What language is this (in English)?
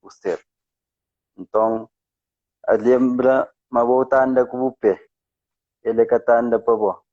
Kabuverdianu